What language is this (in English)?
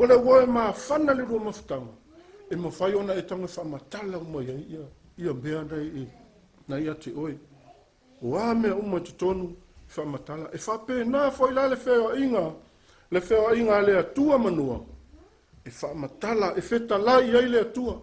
Samoan